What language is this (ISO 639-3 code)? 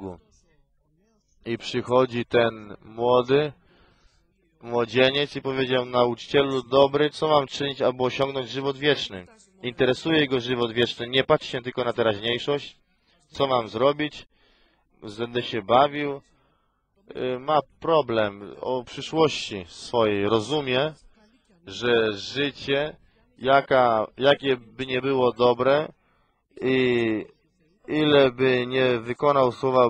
pol